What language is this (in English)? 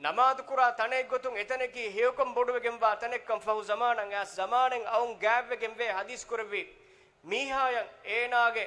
Divehi